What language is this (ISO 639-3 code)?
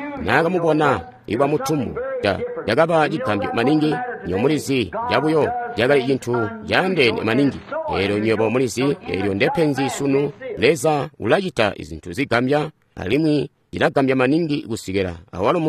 toi